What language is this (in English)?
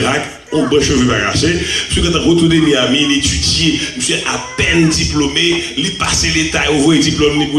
Haitian Creole